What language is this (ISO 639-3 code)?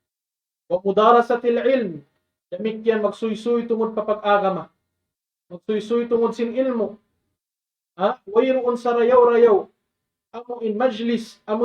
tsg